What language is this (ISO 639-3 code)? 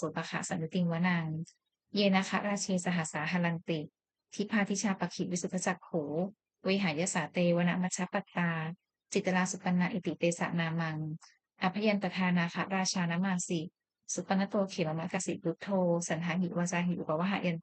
pli